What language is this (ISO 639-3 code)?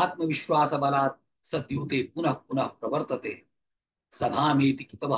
san